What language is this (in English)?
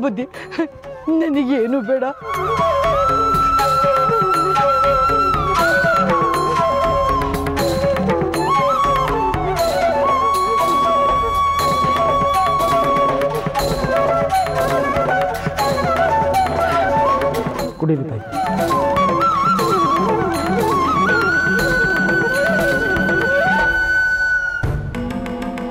Kannada